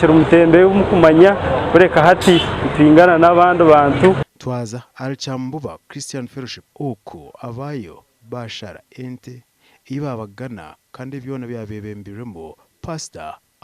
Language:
Nyankole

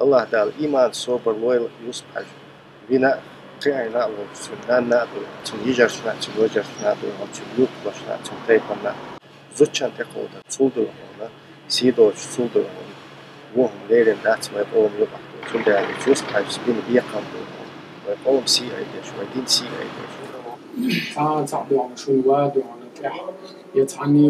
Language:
Chechen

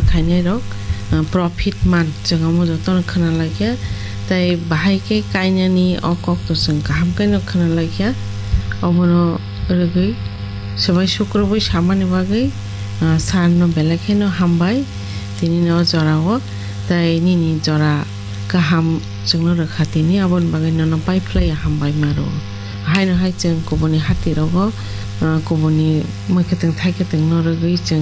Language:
Kok Borok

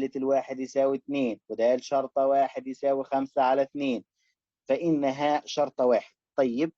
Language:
Egyptian Arabic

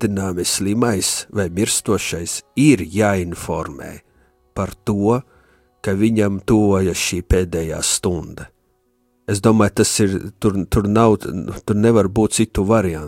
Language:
Latvian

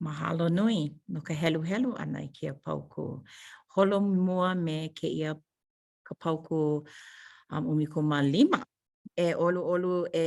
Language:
Hawaiian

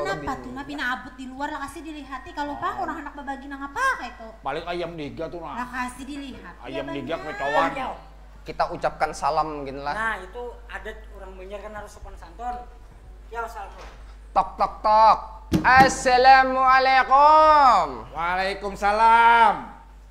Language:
Banjar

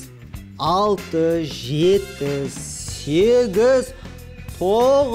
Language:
Kazakh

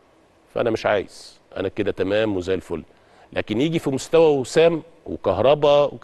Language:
Egyptian Arabic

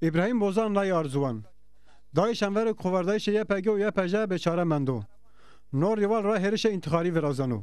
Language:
Zaza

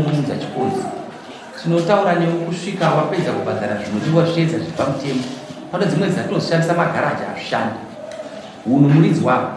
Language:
Shona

